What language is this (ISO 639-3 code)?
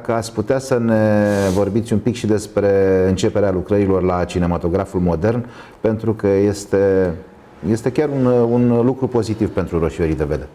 ron